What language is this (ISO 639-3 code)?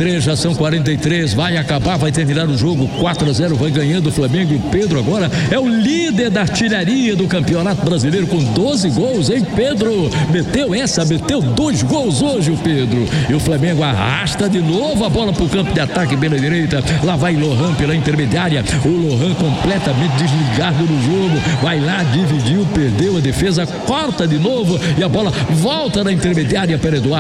por